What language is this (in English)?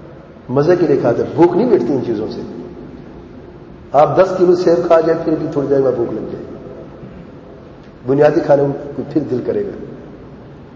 Urdu